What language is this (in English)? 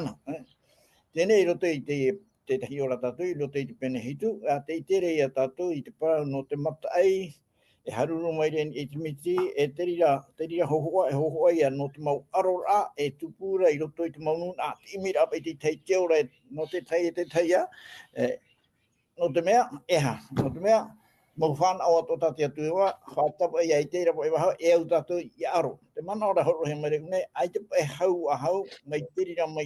Tahitian